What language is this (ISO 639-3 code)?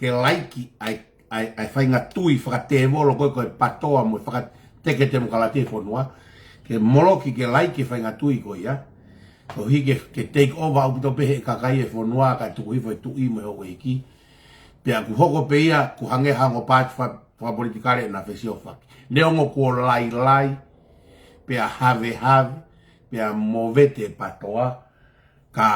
ton